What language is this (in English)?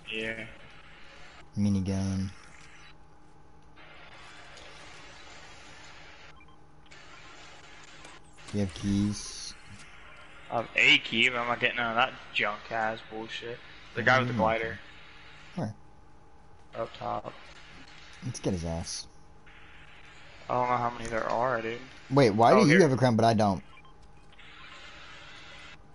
English